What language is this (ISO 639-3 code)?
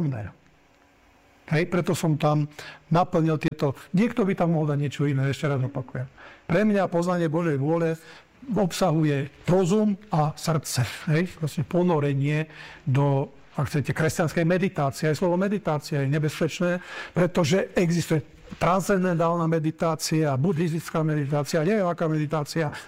slk